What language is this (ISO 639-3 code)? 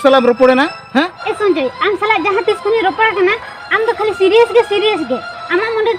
sat